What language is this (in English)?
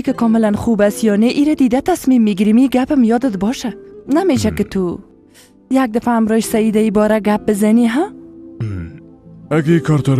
Persian